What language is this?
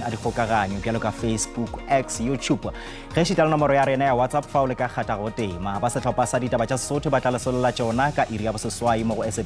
Northern Sotho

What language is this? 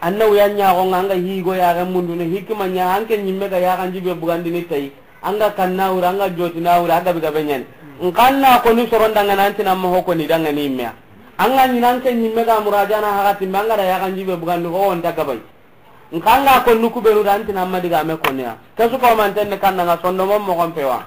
Soninke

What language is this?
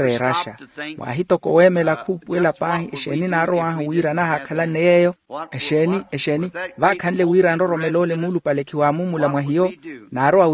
Makhuwa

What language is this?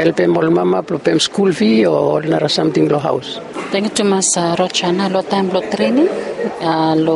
Bislama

